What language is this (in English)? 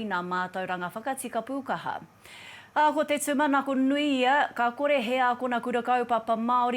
Māori